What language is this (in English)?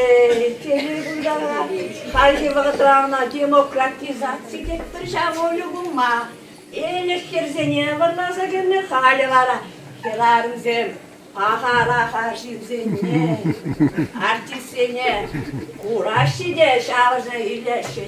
Chuvash